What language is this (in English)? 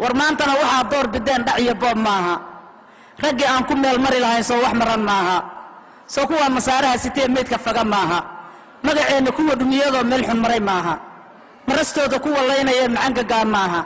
Somali